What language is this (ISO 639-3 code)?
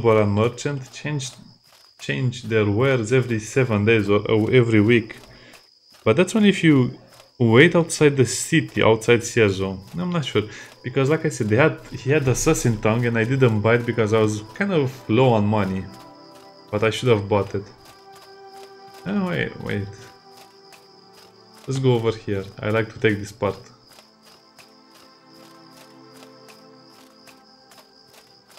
eng